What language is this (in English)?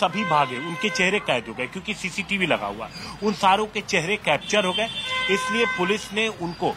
Hindi